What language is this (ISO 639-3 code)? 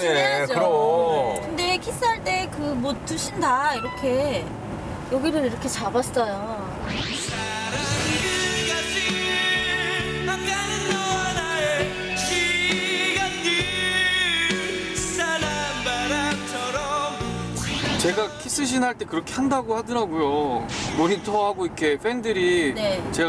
kor